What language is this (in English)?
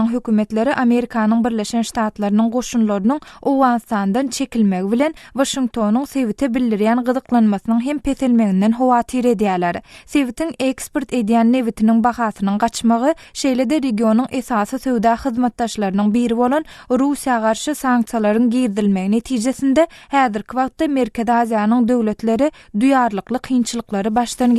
Turkmen